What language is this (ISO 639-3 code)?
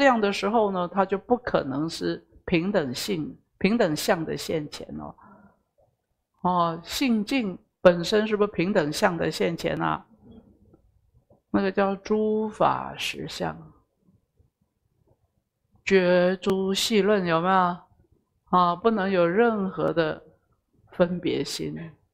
zho